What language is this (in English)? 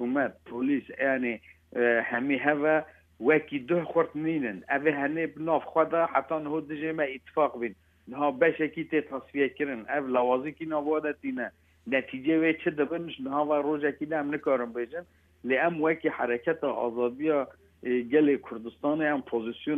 Kurdish